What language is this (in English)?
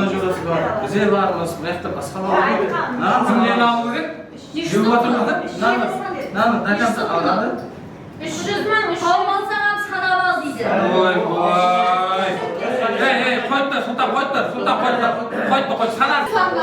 Kara-Kalpak